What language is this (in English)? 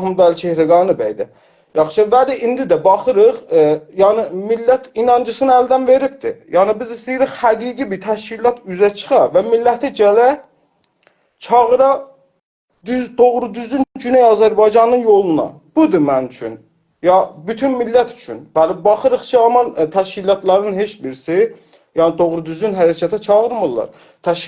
South Azerbaijani